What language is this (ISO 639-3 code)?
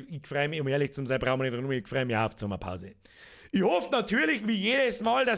bar